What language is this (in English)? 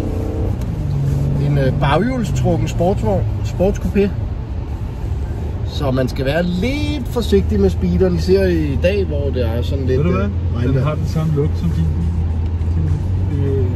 Danish